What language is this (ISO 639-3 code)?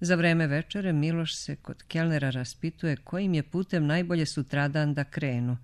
srp